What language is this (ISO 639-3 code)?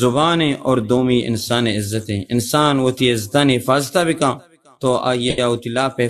bal